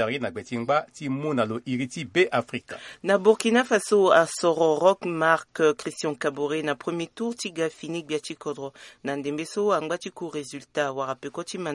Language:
Sango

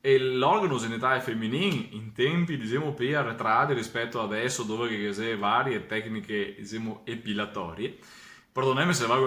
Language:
Venetian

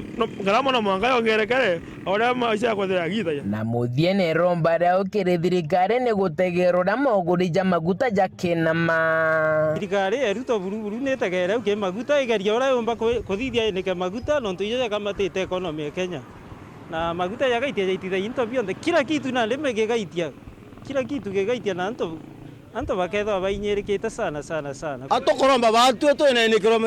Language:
Meru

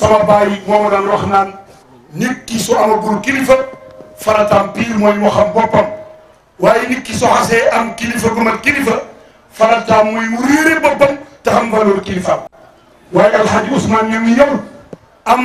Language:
Wolof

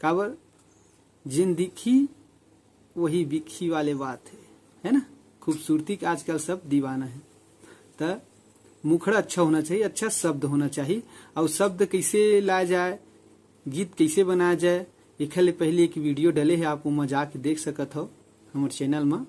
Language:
Chhattisgarhi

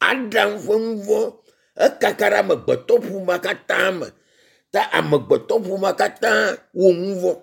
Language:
Ewe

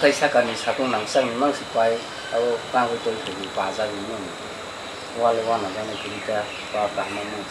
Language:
Kok Borok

